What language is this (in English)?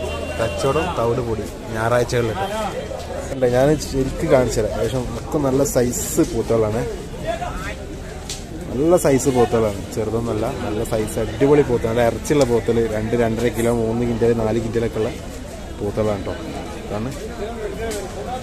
Malayalam